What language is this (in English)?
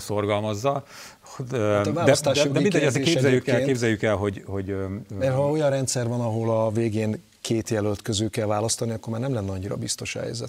Hungarian